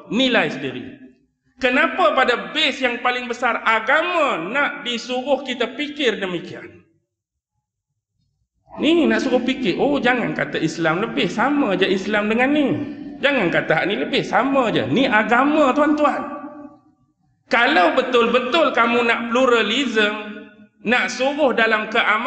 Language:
Malay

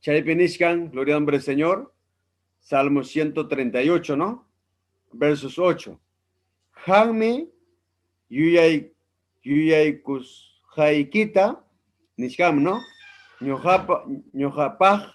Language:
Ayacucho Quechua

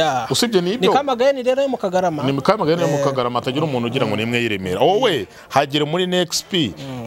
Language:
Kinyarwanda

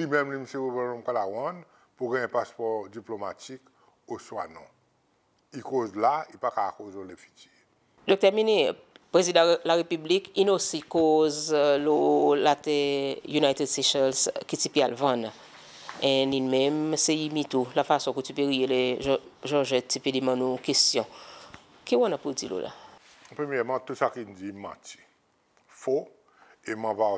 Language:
Seselwa Creole French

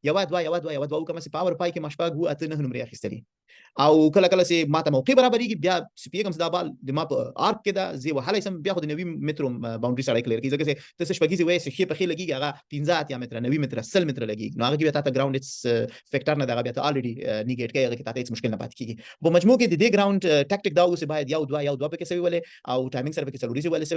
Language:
Pashto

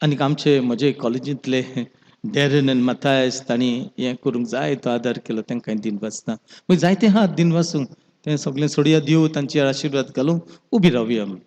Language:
Konkani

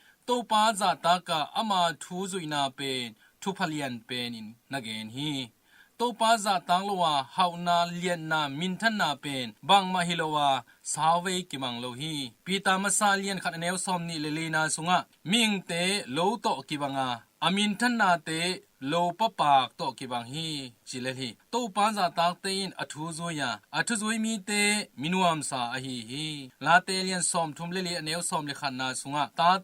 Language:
Tedim Chin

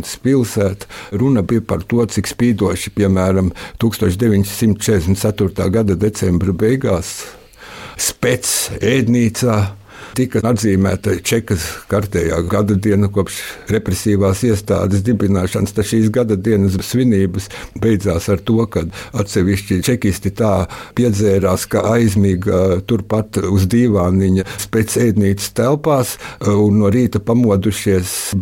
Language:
Latvian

